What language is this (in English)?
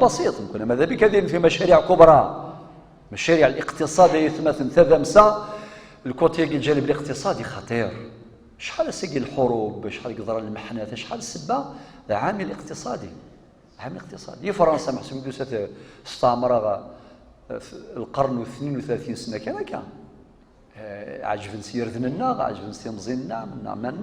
Kabyle